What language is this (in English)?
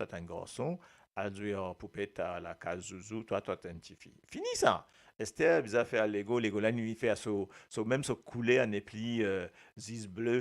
Morisyen